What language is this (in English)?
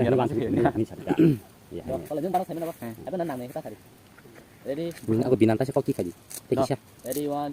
Kok Borok